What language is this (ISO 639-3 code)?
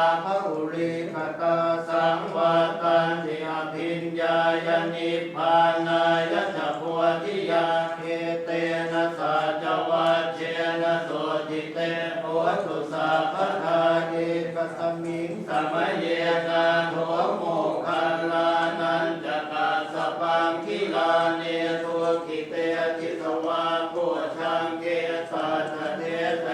pli